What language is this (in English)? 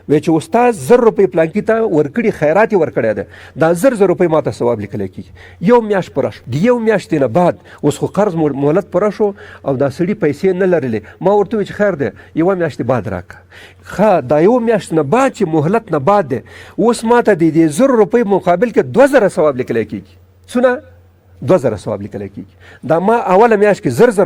Pashto